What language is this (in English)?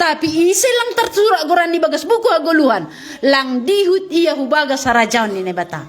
Batak Simalungun